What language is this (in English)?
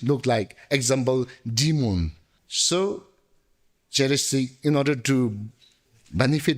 Tibetan